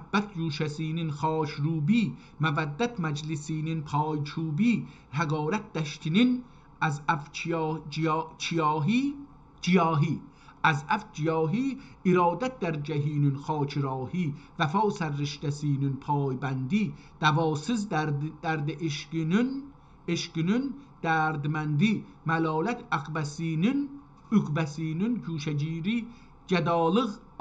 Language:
South Azerbaijani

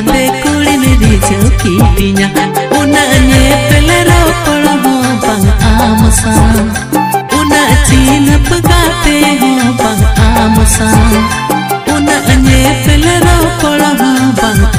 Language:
Santali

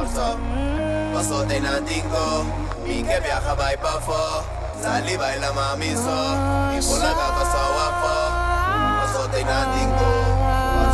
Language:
Papiamento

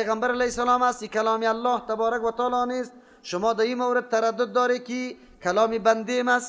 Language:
Persian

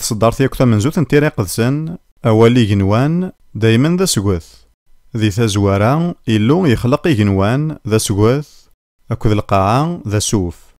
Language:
Kabyle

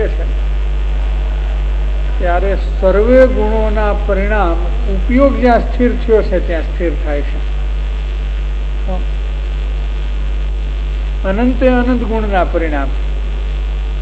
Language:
Gujarati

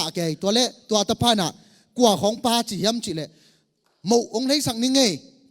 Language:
Tedim Chin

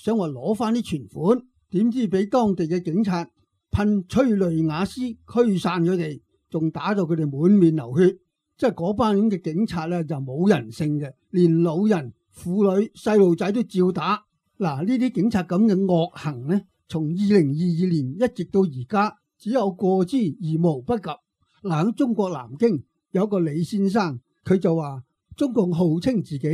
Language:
Cantonese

